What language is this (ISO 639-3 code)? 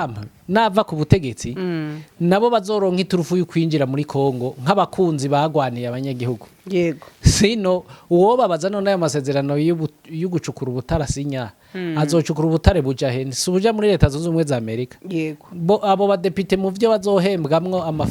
run